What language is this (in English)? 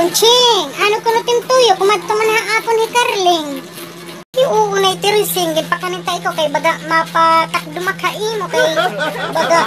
Waray